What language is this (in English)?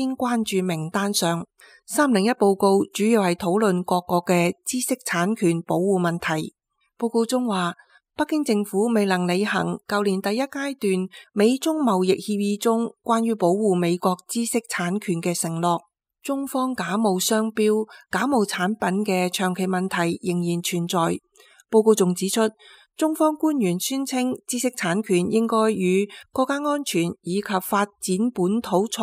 Cantonese